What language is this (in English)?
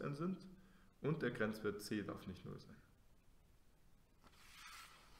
German